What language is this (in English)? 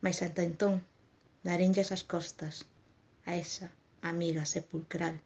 Galician